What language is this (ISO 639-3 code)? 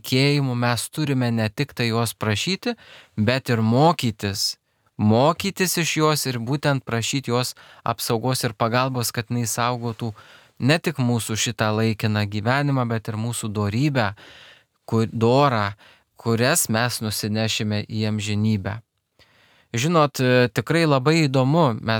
lit